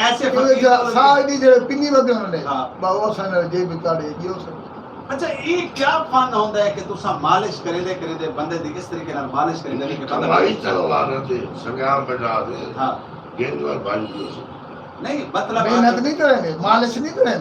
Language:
Saraiki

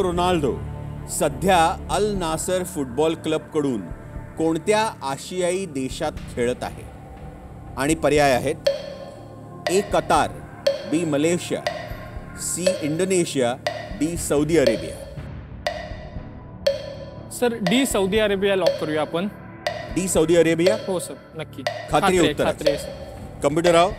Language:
Marathi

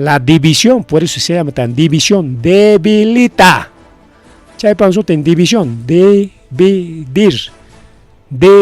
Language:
Ayacucho Quechua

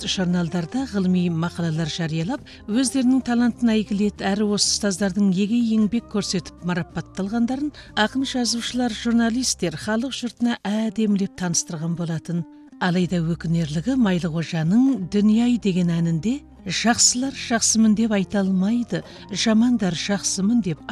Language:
Kazakh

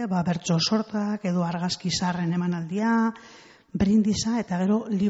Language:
Basque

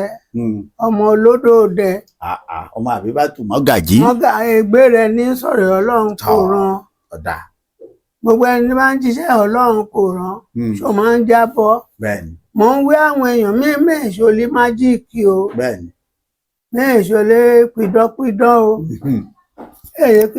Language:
Yoruba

